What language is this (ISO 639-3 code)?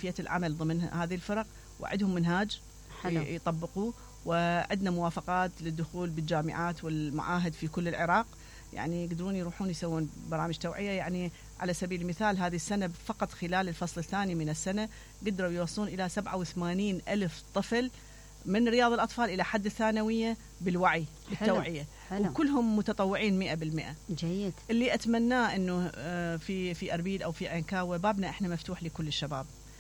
acm